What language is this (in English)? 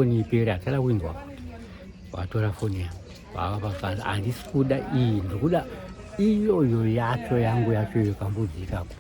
Shona